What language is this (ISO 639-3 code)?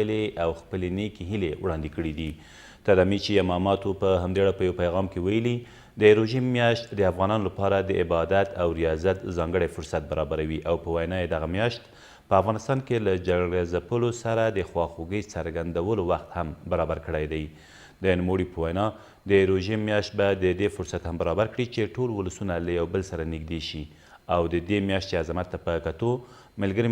pus